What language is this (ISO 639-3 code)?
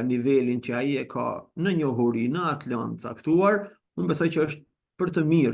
sqi